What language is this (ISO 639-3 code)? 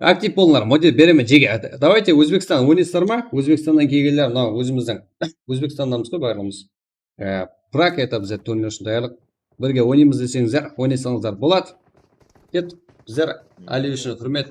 kaa